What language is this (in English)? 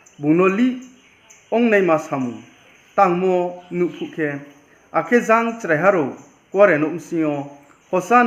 Riang (India)